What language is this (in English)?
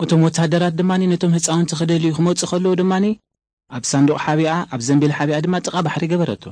Tigrinya